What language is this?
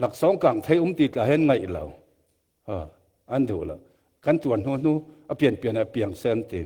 Falam Chin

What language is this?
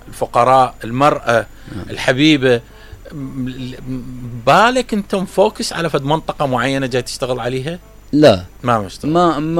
Mesopotamian Arabic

